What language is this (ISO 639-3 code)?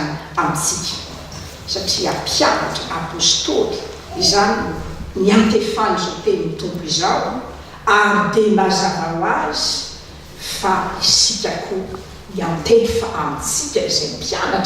mlg